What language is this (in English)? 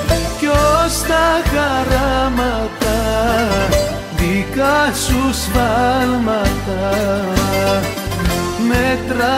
Greek